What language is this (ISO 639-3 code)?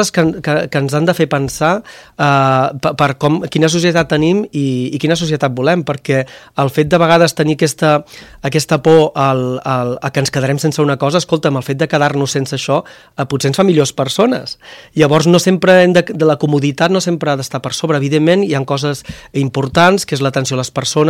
cat